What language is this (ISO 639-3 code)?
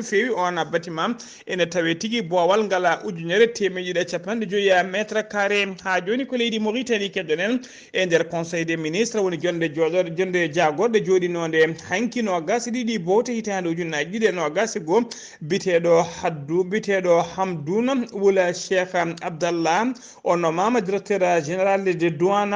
ful